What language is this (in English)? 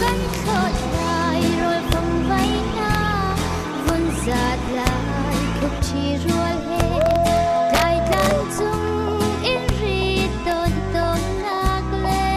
Hakha Chin